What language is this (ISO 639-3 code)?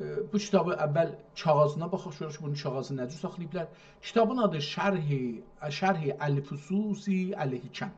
azb